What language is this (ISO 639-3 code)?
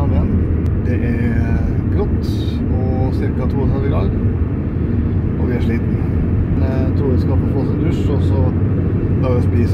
nor